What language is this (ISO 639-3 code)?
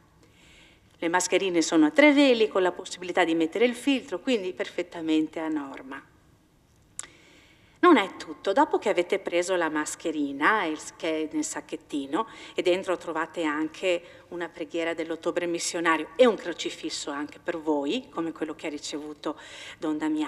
ita